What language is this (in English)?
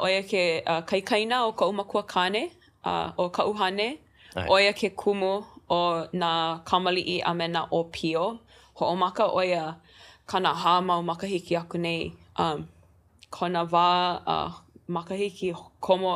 Hawaiian